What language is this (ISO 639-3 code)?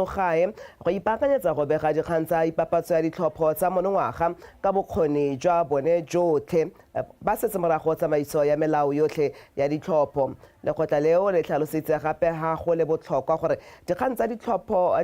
tsn